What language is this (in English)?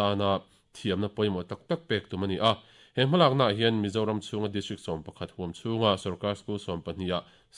Mizo